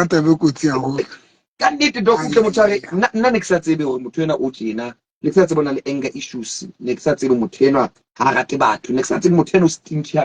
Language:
Southern Sotho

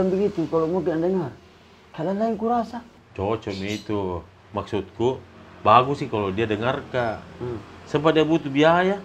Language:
Makassar Malay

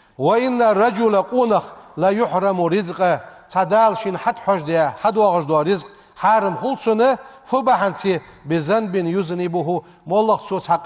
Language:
Ingush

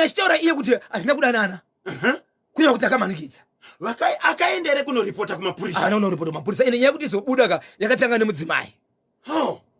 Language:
Shona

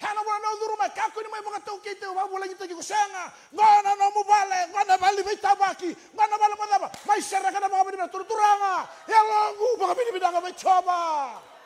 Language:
Fijian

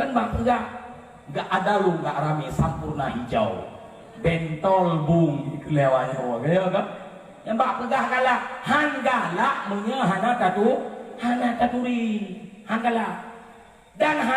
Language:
Achinese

